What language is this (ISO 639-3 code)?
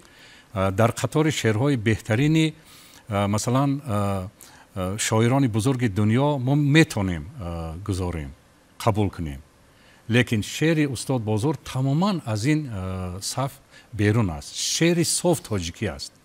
tgk